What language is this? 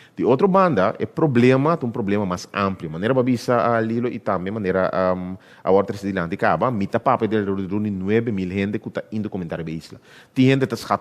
Papiamento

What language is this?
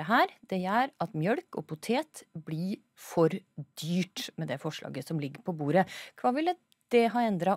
Norwegian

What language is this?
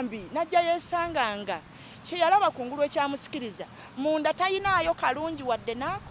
Ganda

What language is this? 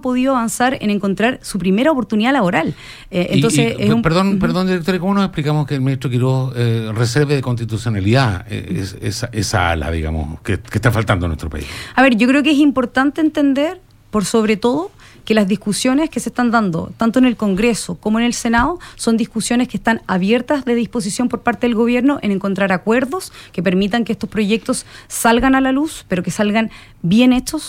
Spanish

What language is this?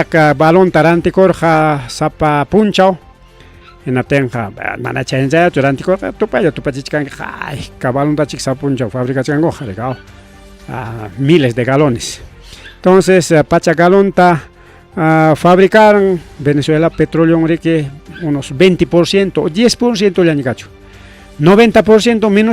Ayacucho Quechua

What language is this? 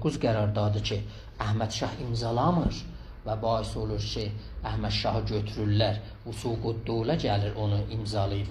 South Azerbaijani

